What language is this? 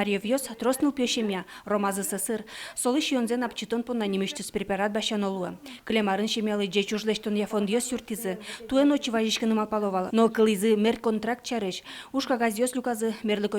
Udmurt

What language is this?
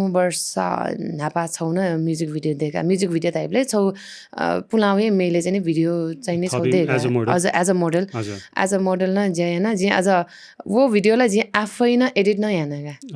Newari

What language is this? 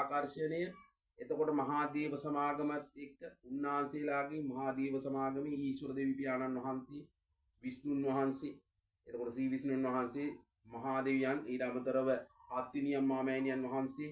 Sinhala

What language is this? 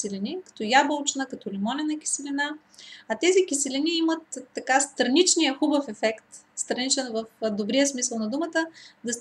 Bulgarian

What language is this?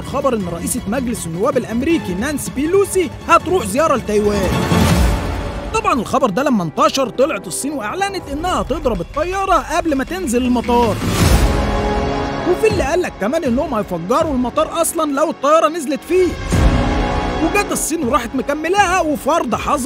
Egyptian Arabic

